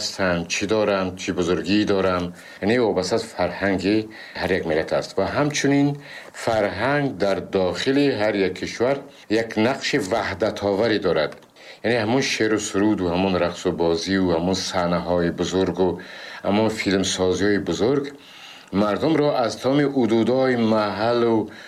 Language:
Tajik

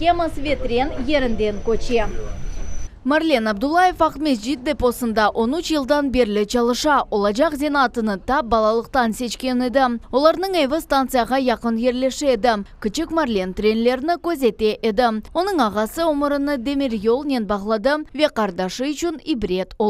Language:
Crimean Tatar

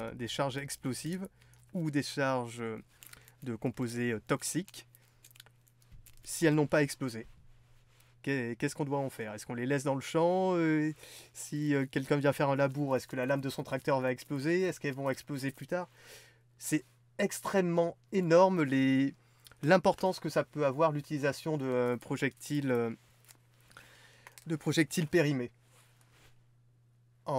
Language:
French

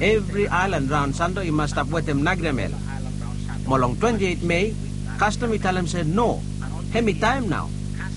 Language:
Bislama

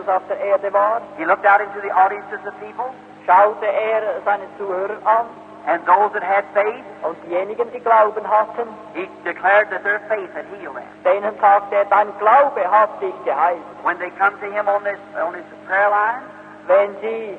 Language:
German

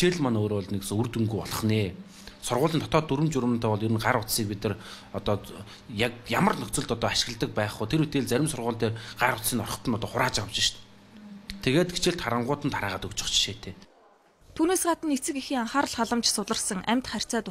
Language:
Mongolian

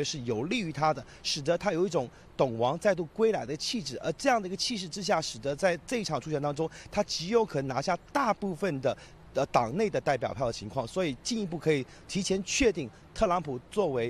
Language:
Chinese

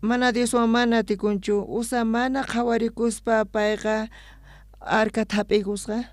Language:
South Bolivian Quechua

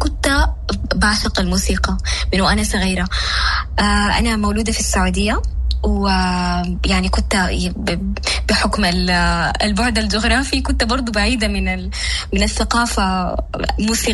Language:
Sudanese Arabic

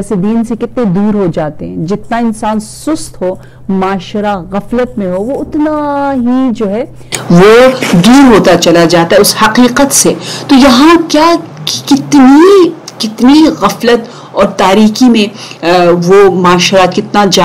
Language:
Urdu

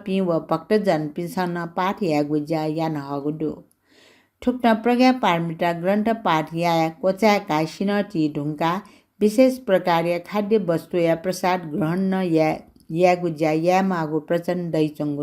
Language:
Newari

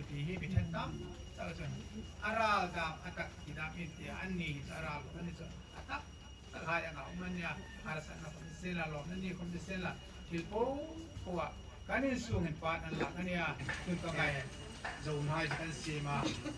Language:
Hmar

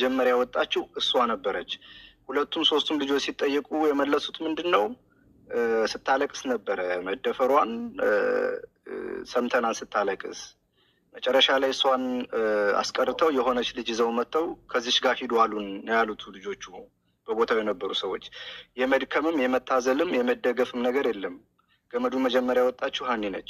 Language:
Amharic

